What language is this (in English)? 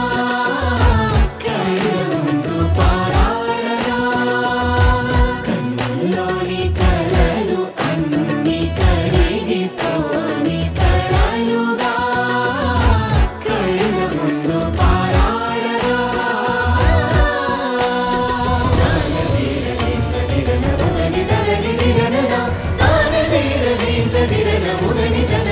Telugu